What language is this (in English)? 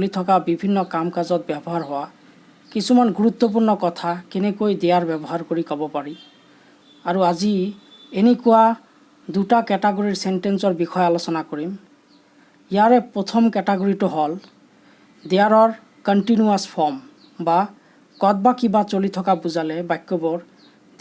Assamese